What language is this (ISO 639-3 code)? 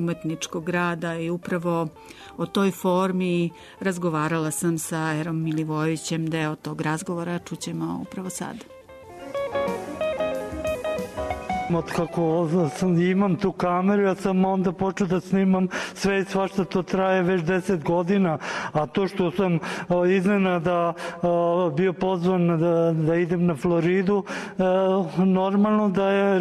srp